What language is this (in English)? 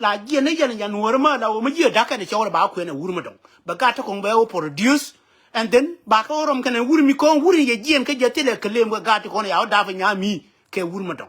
Nuer